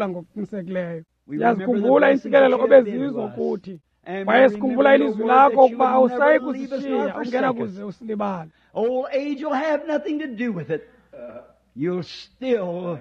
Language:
Xhosa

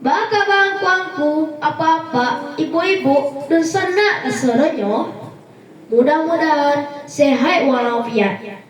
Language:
Minangkabau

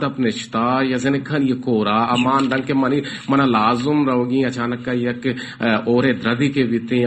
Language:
Baluchi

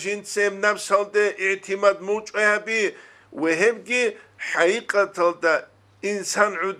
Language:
Avaric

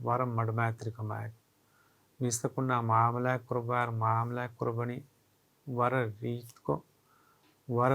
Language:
Divehi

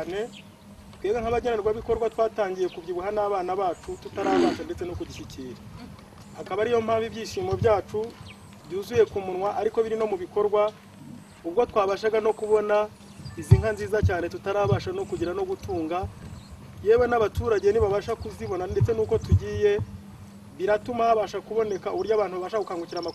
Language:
Kinyarwanda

